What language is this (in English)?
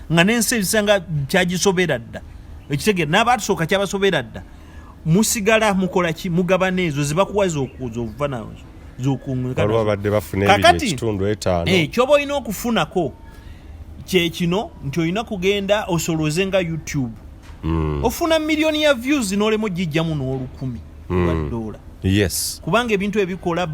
Ganda